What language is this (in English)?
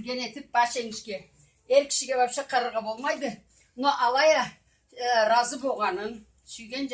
Karachay-Balkar